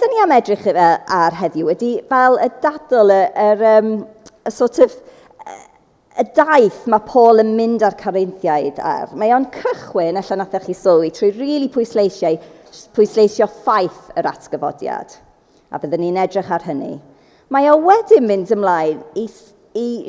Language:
Welsh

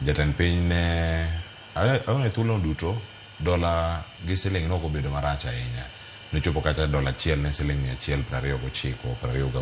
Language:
Luo (Kenya and Tanzania)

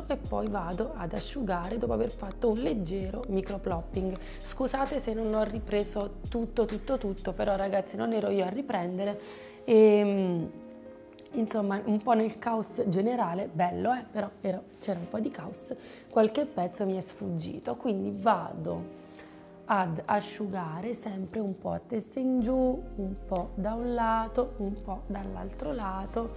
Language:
Italian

